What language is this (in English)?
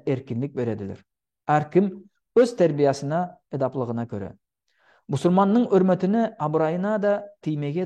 Nogai